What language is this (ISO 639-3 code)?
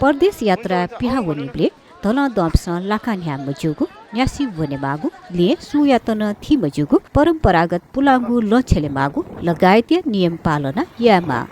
new